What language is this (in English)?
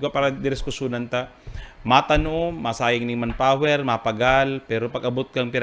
Bikol